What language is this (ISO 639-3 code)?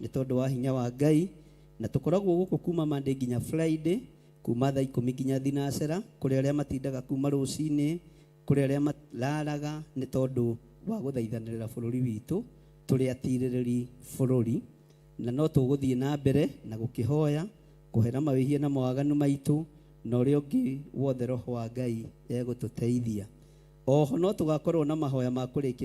kik